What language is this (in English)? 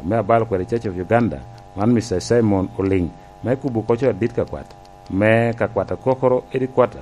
Lango (Uganda)